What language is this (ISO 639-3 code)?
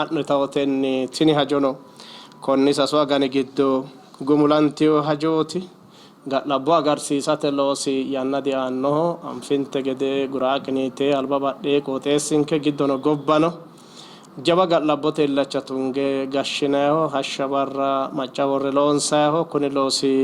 sid